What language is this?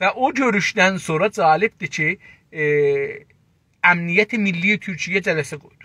South Azerbaijani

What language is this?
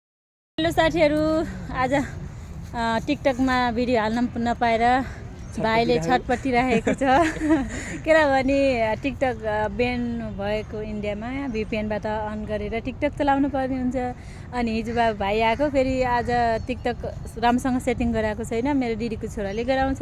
Nepali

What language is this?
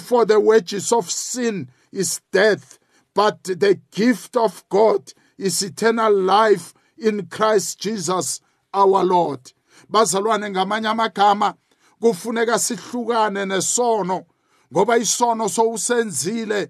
South Ndebele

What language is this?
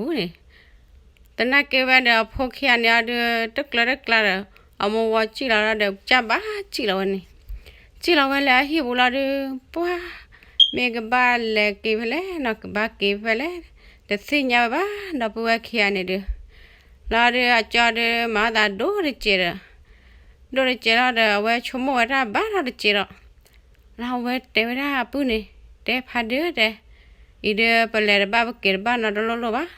S'gaw Karen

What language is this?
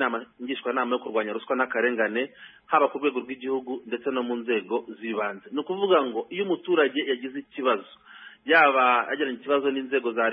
Kinyarwanda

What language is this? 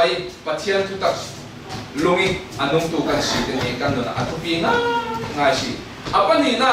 Falam Chin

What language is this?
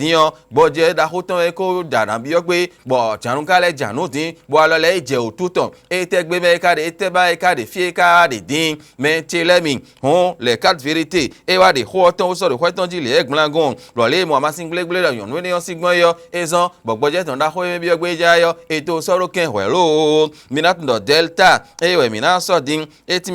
Fon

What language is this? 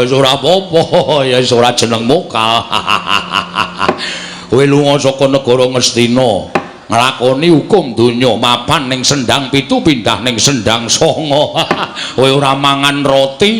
Javanese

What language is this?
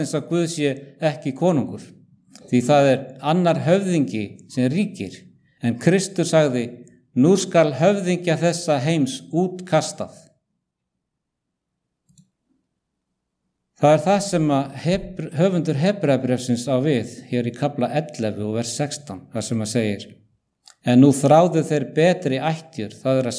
Icelandic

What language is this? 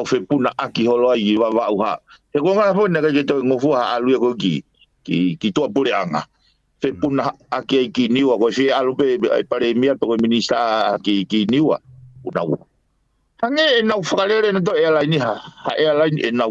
Tongan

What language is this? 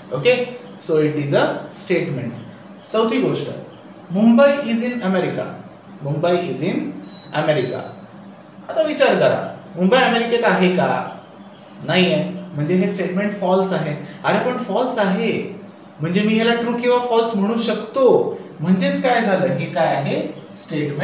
Marathi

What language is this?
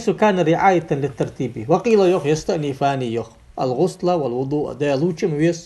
Ingush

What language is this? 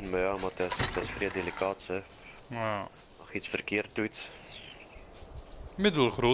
Dutch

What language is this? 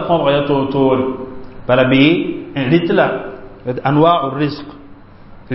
Mossi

